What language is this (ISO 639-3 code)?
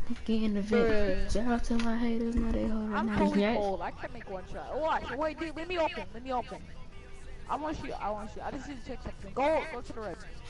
eng